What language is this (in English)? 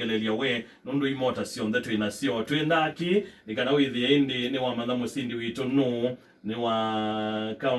Kamba